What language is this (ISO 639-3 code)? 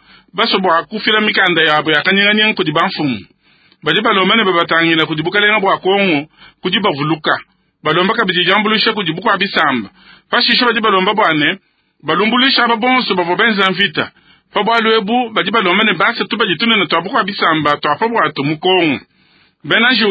lua